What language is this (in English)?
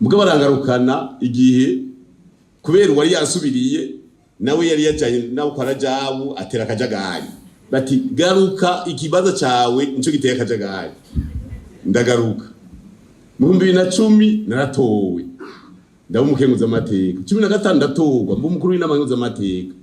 Rundi